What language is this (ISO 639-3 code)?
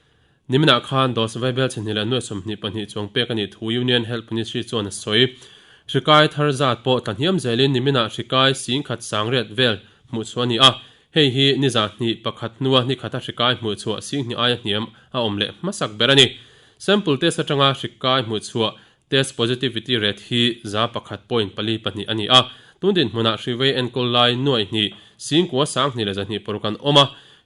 lus